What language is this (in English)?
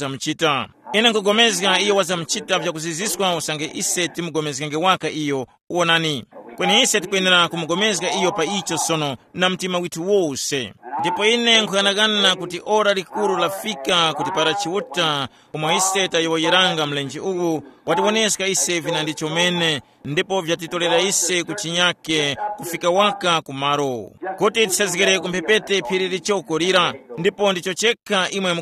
Tumbuka